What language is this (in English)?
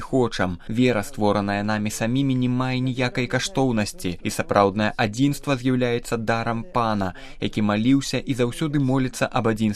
Belarusian